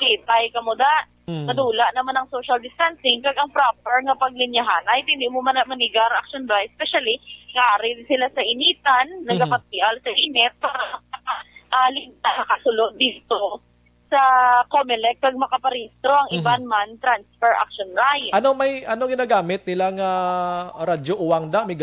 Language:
Hiligaynon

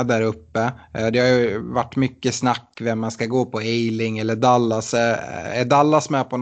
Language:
Swedish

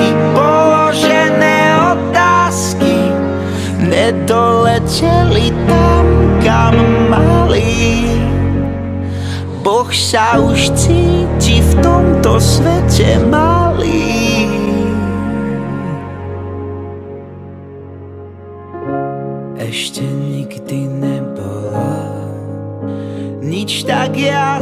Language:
Slovak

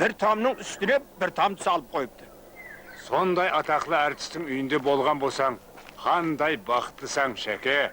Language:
Kara-Kalpak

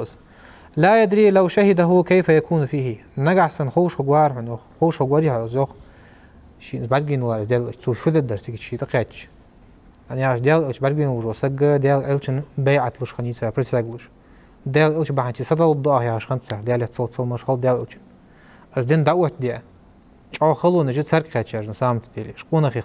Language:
Ingush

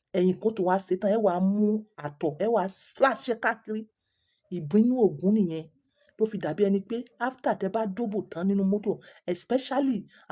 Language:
Yoruba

